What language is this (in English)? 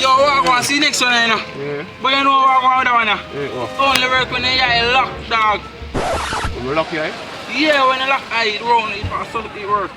Jamaican Creole English